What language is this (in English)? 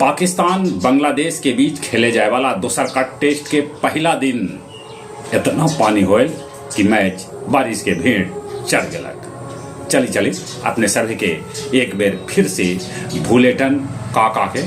Magahi